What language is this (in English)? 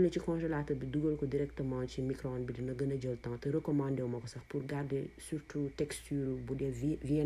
Wolof